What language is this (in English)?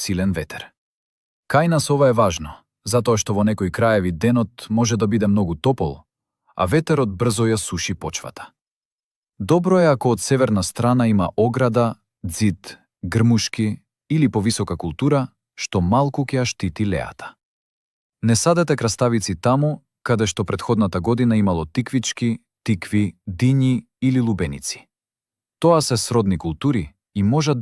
Macedonian